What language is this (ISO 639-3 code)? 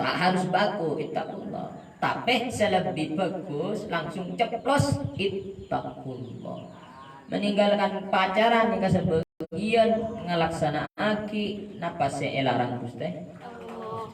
mad